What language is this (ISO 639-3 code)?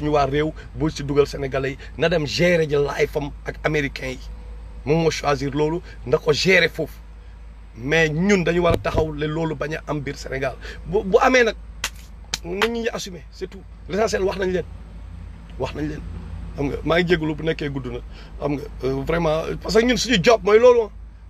wol